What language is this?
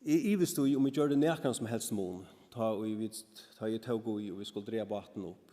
Faroese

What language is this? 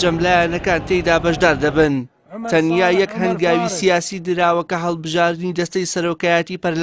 Central Kurdish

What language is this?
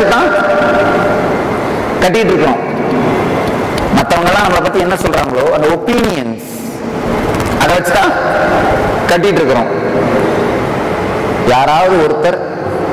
Tamil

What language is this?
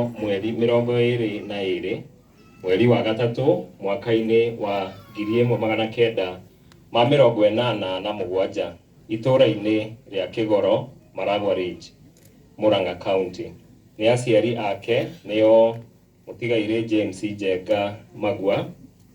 Kikuyu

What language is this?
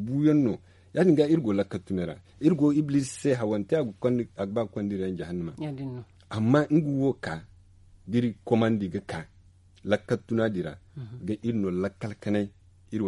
Zarma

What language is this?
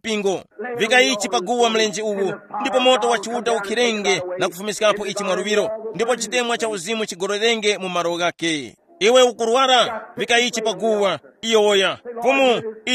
Tumbuka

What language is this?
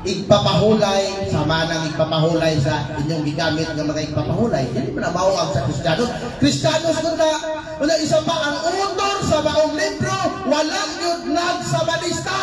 Cebuano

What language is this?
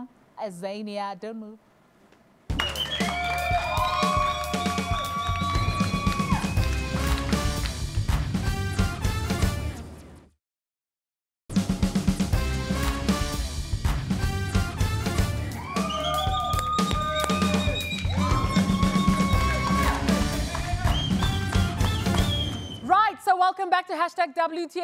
English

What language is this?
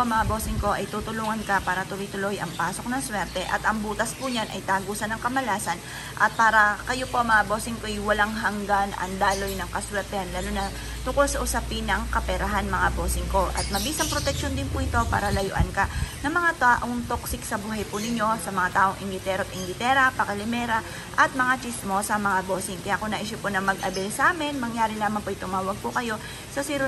Filipino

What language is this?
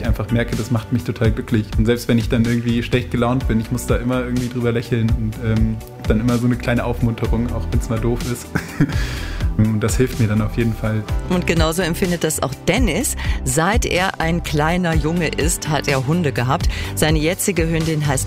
German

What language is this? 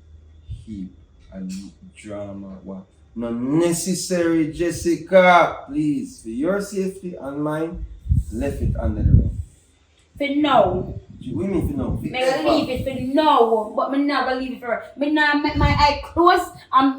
Jamaican Creole English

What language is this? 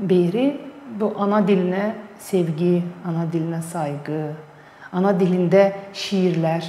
Gagauz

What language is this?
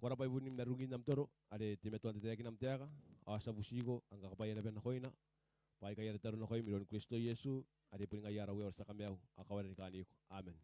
Gilbertese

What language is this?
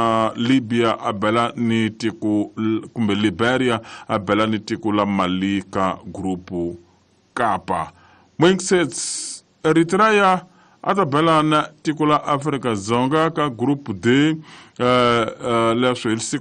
Tsonga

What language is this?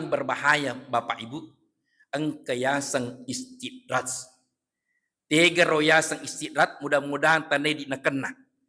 Buginese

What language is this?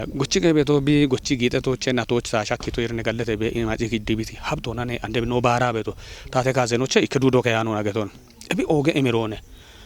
Kafa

